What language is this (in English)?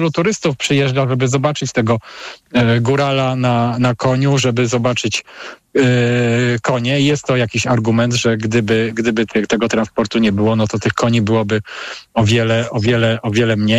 Polish